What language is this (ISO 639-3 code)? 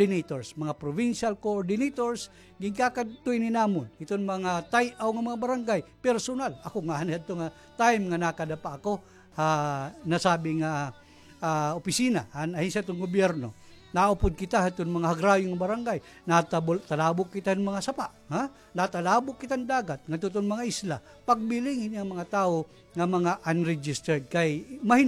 war